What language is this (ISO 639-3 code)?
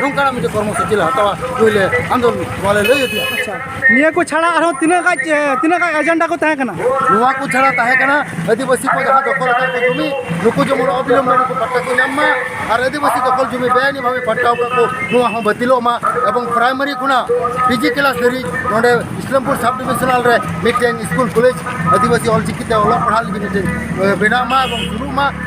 sat